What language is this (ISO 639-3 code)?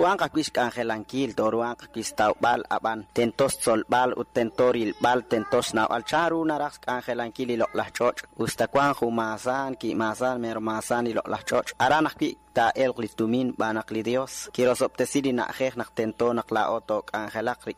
kek